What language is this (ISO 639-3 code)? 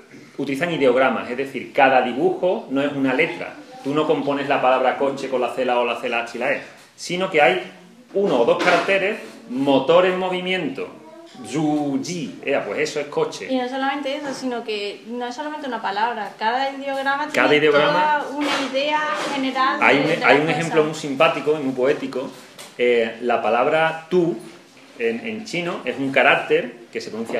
spa